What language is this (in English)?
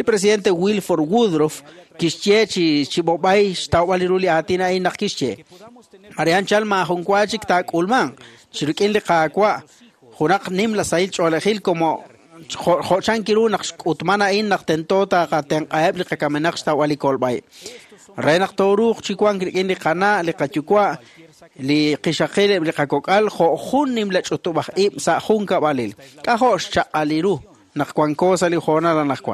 Kekchí